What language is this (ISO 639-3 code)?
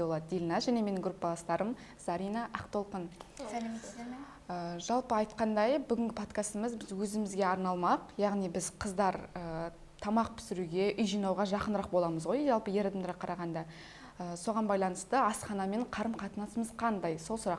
kaz